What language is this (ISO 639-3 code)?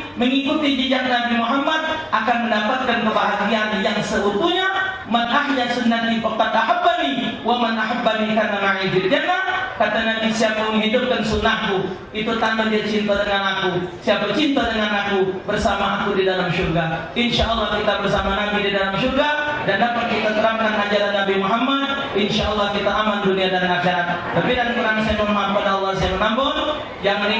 mui